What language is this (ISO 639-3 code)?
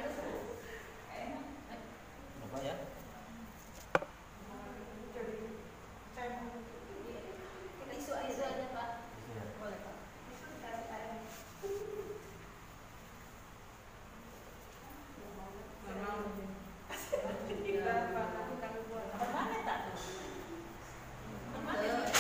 ind